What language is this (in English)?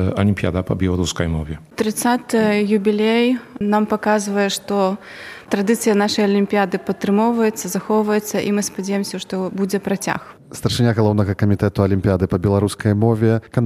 Belarusian